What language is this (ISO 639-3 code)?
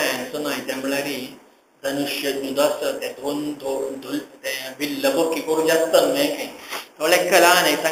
kok